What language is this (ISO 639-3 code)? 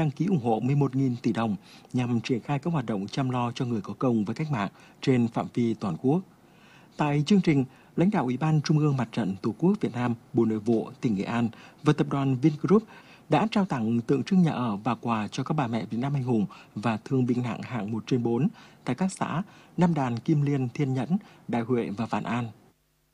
vie